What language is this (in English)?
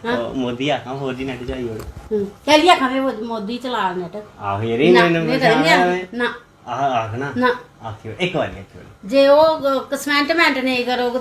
Dogri